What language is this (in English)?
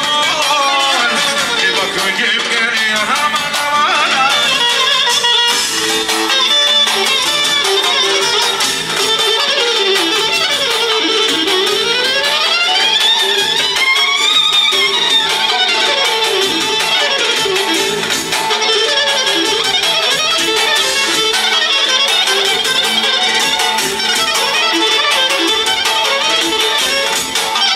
Turkish